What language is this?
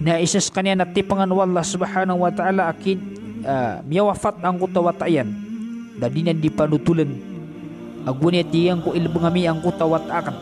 Maranao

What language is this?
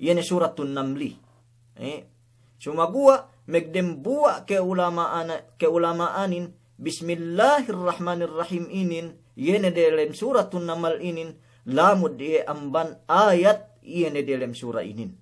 Yakan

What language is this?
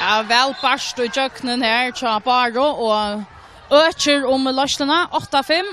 Faroese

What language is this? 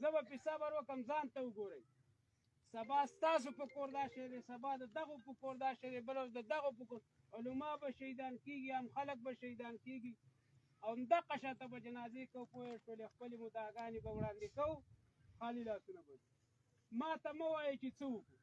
Pashto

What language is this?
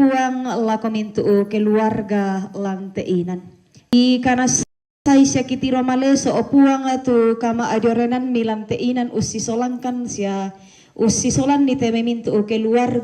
Toraja-Sa'dan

